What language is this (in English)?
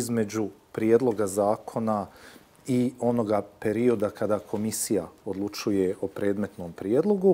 Bosnian